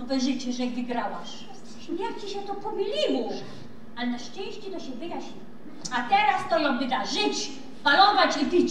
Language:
Silesian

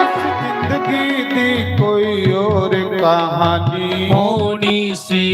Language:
Dogri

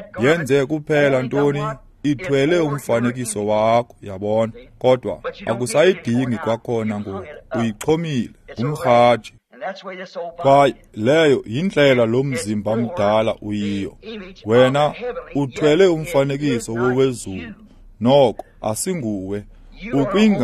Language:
Xhosa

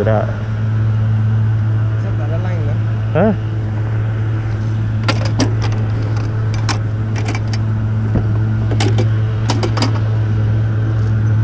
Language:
Malay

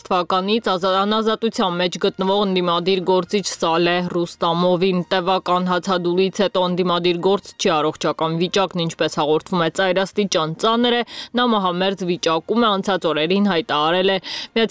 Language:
Armenian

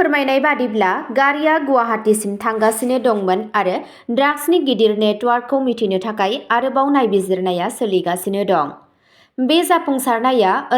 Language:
Bodo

